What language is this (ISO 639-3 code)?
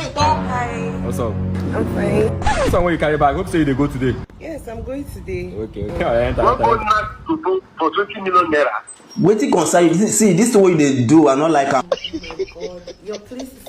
pcm